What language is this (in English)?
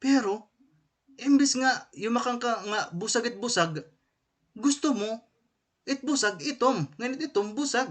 Waray